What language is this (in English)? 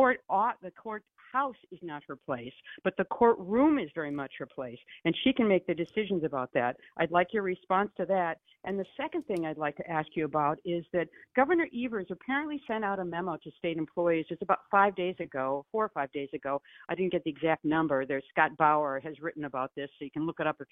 English